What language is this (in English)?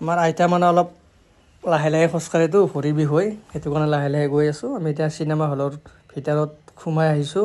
Assamese